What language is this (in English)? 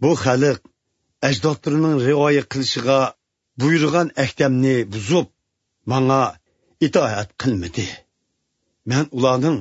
Uyghur